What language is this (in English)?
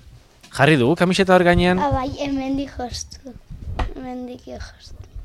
Basque